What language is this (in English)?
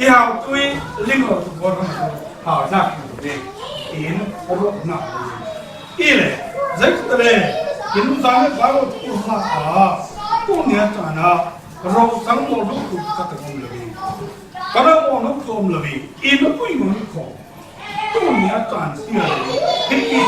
Falam Chin